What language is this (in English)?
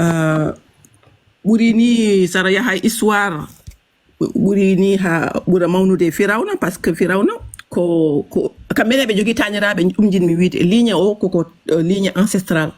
Fula